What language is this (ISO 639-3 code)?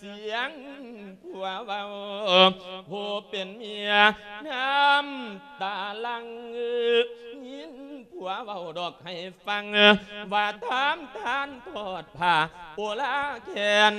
lao